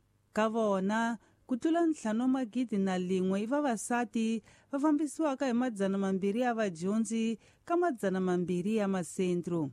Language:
Tsonga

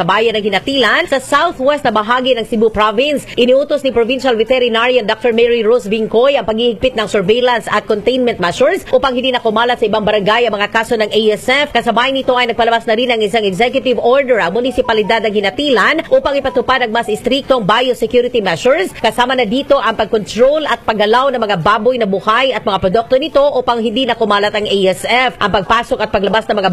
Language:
Filipino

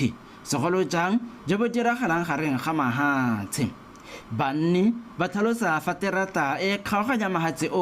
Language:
Tswana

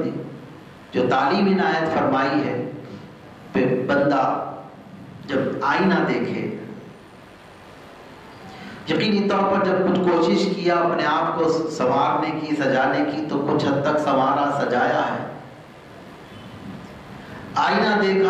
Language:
Urdu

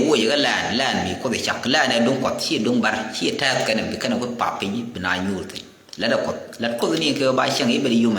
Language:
Nuer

